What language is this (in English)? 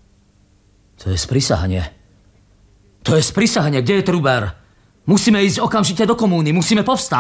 Slovak